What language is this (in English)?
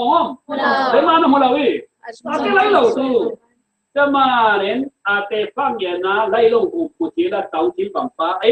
Falam Chin